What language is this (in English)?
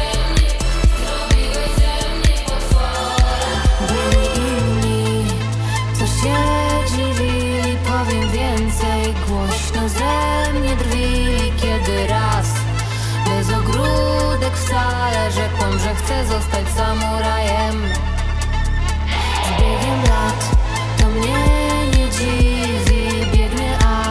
Polish